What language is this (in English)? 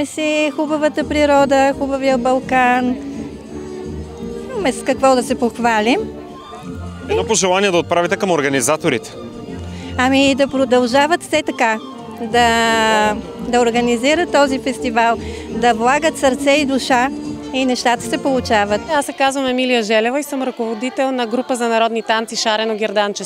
Bulgarian